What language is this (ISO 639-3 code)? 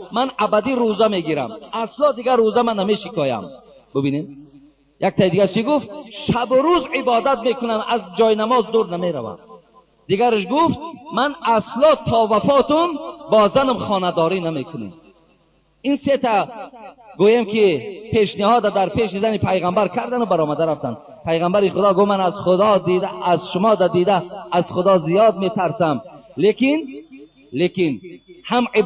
tgk